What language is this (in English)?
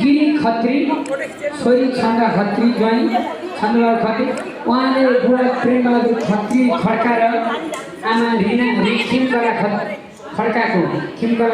Nepali